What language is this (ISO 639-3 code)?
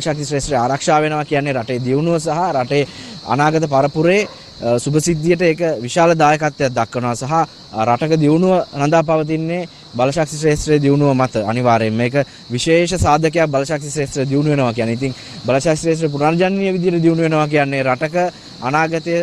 sin